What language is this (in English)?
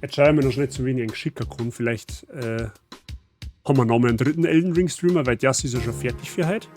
Bavarian